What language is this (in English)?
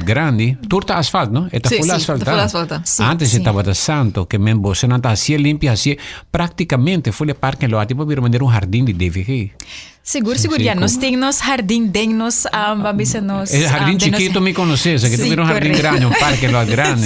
Papiamento